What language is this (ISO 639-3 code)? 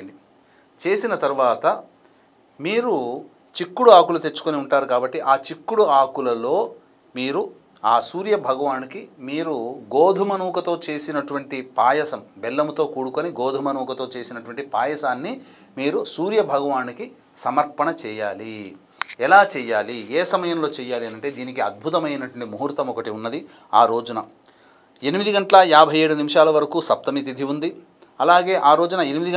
tel